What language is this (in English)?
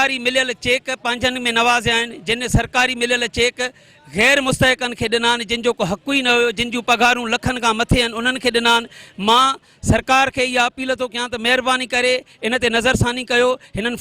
Sindhi